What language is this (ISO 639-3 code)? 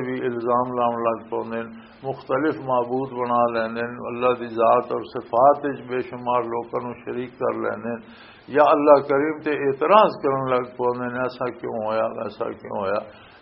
lah